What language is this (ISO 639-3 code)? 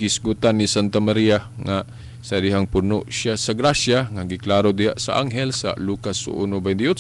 ceb